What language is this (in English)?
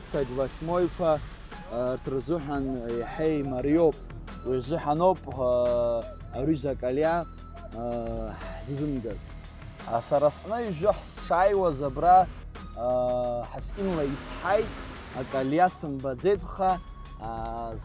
Abkhazian